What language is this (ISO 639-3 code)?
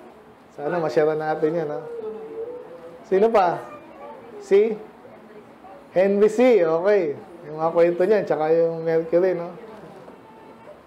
fil